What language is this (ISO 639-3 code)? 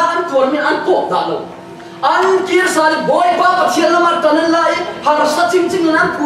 cfm